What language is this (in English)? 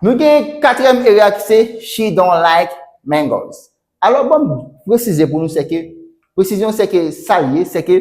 Haitian Creole